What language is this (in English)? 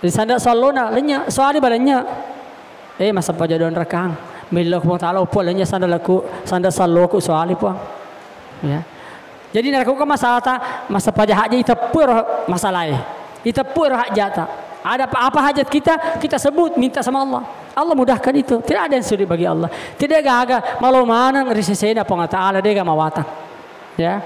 Buginese